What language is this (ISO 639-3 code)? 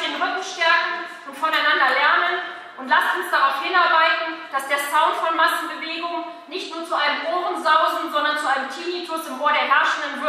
deu